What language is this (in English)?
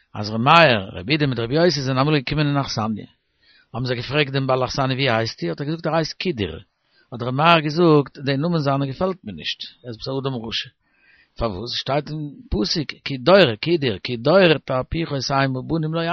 Yiddish